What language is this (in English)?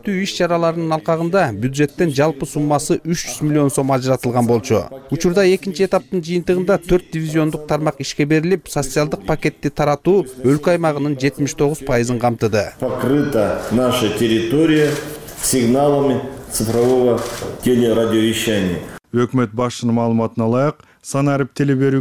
Kyrgyz